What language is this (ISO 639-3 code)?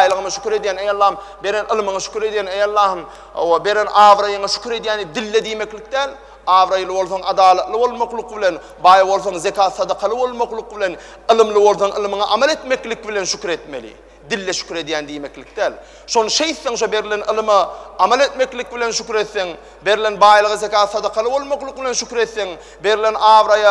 tuk